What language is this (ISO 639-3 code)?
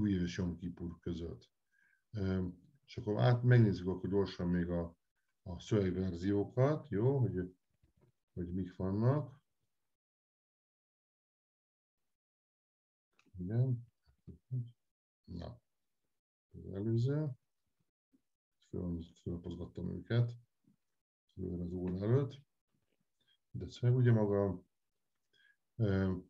hun